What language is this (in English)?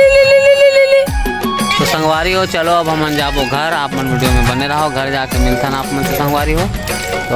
Chhattisgarhi